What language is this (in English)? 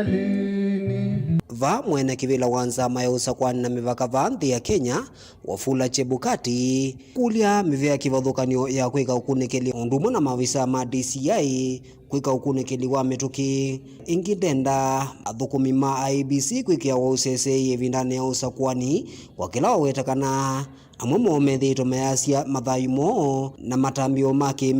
Kamba